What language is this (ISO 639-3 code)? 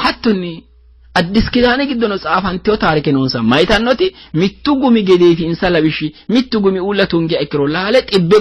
sid